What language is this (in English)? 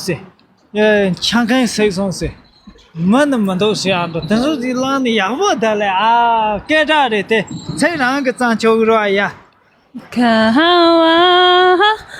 Tibetan